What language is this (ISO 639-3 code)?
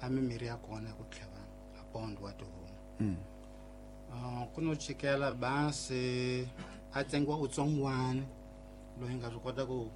tso